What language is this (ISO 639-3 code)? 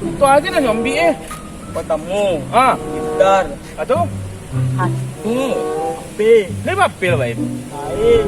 min